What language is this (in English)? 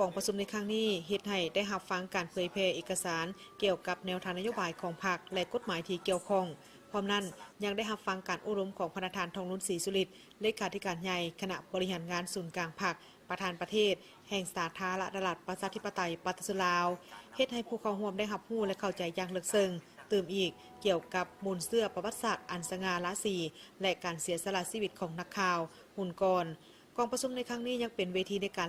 Lao